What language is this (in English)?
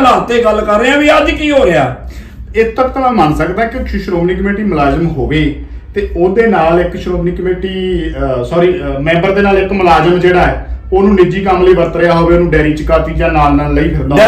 Punjabi